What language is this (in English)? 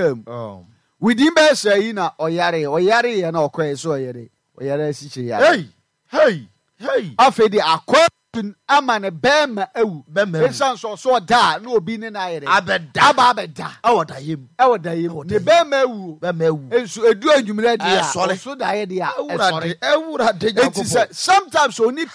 Akan